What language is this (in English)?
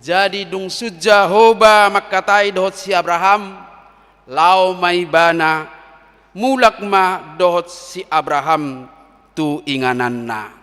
Batak Toba